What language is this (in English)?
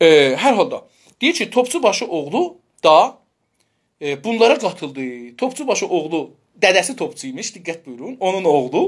South Azerbaijani